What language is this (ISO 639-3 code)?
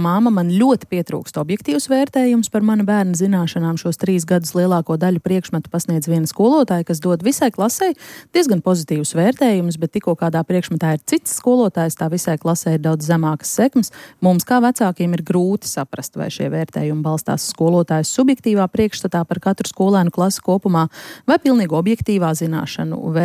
lav